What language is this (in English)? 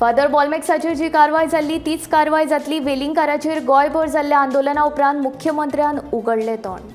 Konkani